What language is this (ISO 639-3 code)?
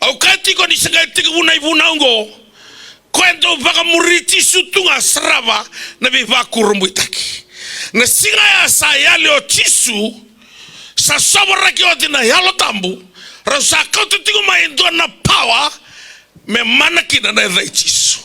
fij